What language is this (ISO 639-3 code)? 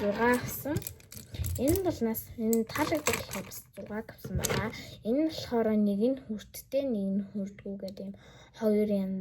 mon